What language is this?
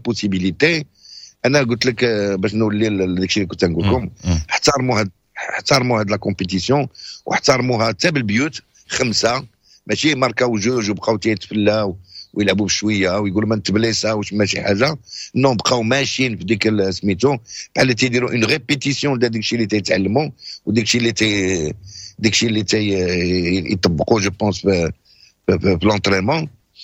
Moroccan Arabic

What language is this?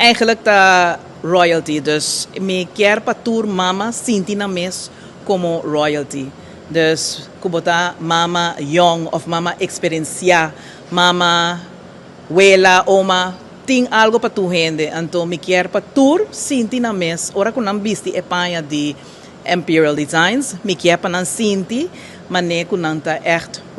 Papiamento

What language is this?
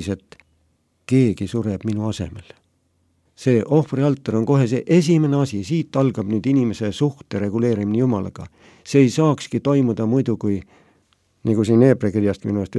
Estonian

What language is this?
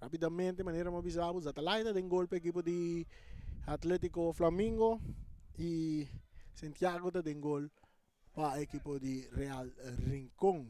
Papiamento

